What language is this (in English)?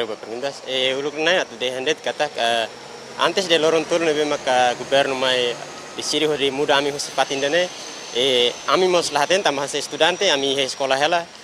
Tetum